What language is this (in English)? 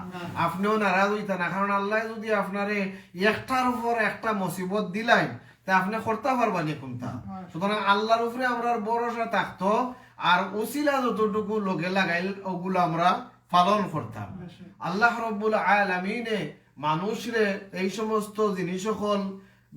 Sylheti